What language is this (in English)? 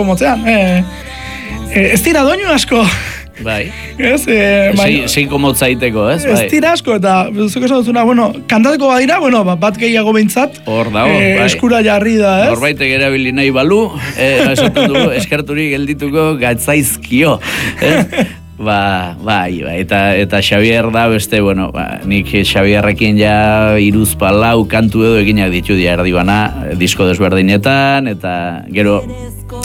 Basque